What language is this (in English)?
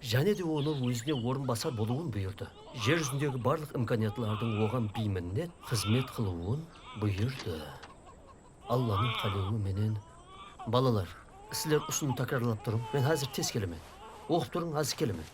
Kara-Kalpak